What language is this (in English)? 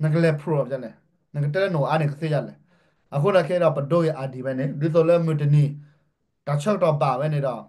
S'gaw Karen